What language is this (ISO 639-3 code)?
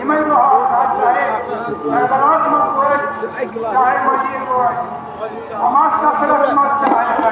kas